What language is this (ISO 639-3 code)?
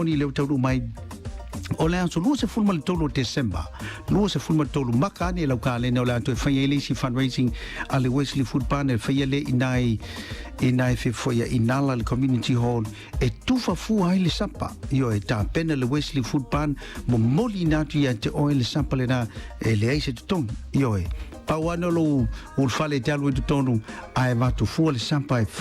smo